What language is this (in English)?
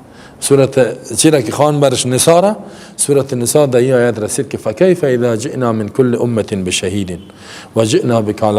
Persian